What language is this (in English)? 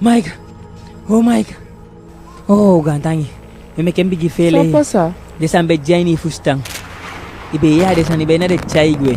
Eastern Maroon Creole